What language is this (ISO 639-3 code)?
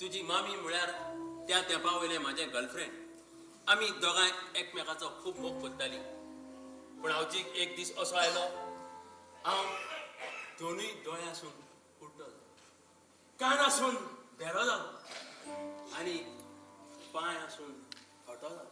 kok